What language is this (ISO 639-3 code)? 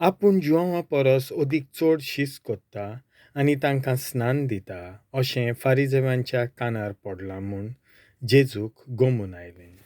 kok